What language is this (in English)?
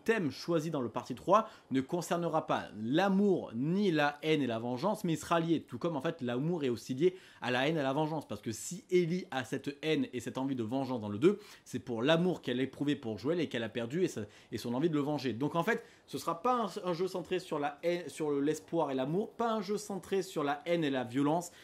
French